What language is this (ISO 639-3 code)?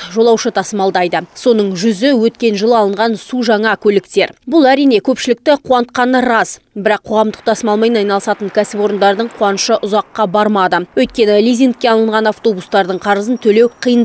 kaz